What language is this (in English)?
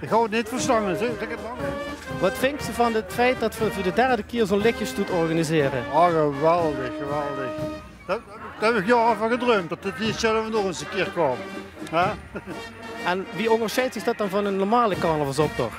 Limburgish